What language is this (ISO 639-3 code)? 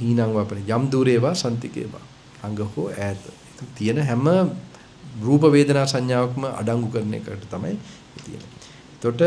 sin